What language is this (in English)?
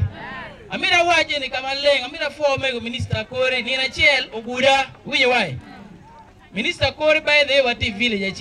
Acoli